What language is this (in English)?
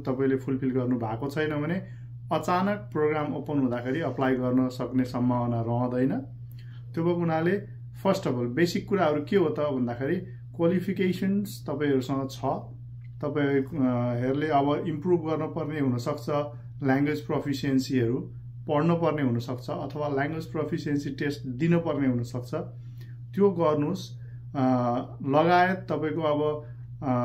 Nepali